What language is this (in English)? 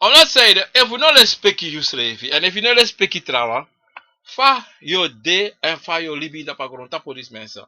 Sranan Tongo